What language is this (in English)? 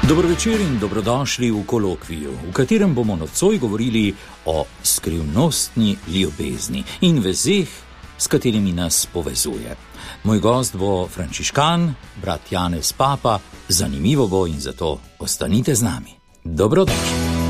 Slovenian